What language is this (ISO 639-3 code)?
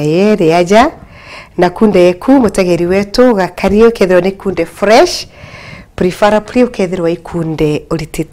mer